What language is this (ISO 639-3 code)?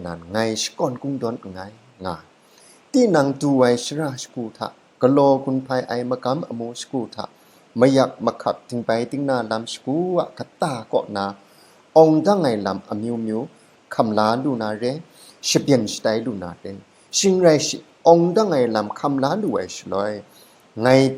kac